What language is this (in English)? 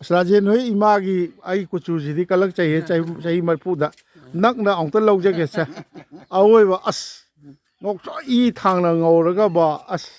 Manipuri